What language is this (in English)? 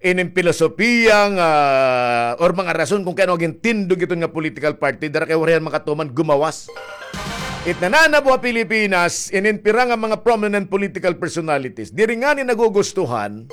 Waray